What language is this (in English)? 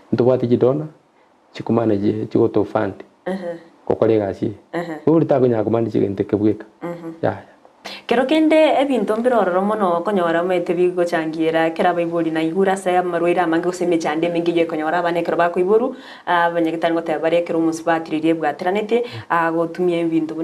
Gusii